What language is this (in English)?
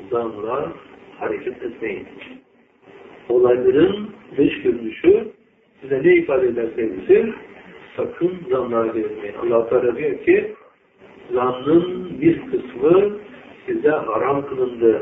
Turkish